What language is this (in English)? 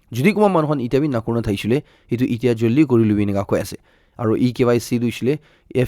Naga Pidgin